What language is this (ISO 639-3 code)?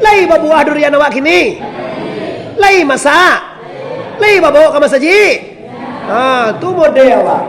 min